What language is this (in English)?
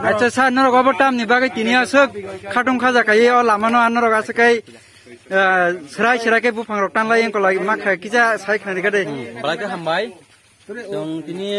Kok Borok